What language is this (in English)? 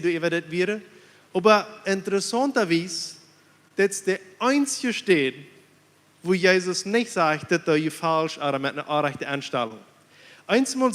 Plautdietsch